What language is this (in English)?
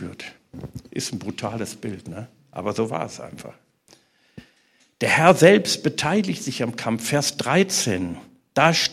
German